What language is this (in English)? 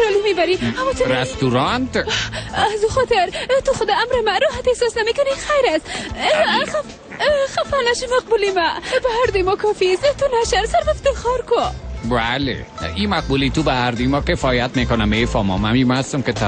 Persian